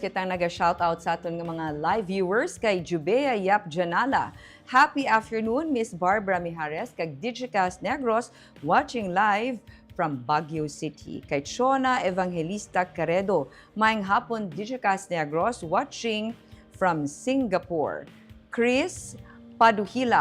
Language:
Hiligaynon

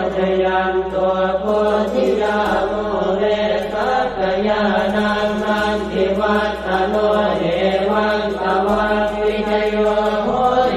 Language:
Pali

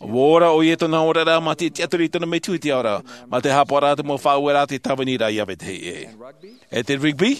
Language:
Tahitian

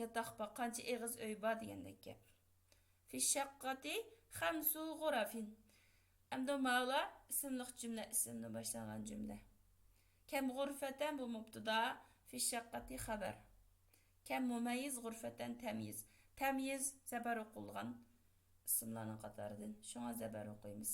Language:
Uyghur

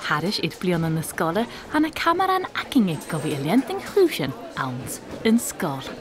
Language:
Scottish Gaelic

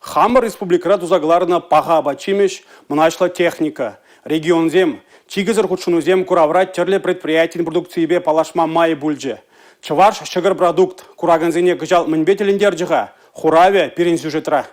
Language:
Chuvash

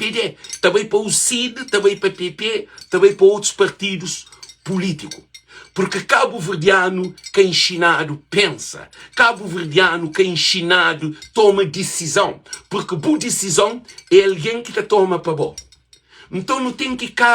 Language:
Kabuverdianu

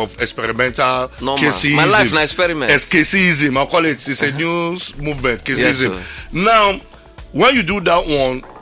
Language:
Nigerian Pidgin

